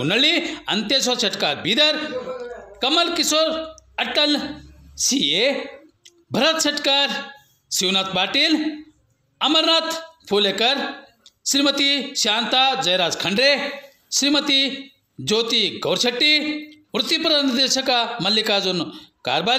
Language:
Kannada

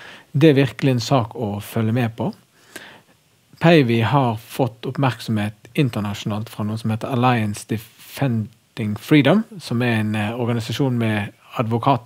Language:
Norwegian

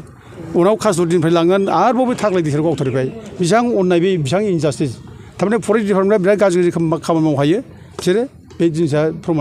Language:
Bodo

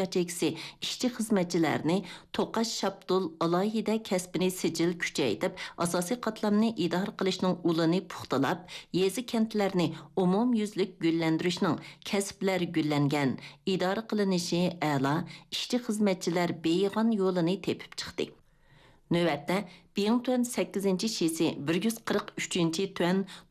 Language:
Uyghur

